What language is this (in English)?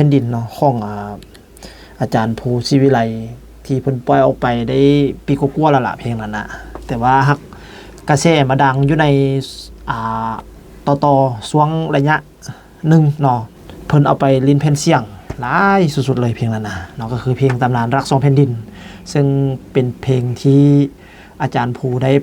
Lao